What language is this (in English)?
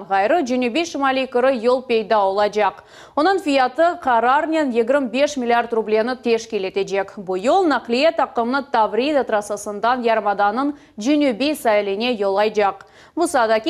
Crimean Tatar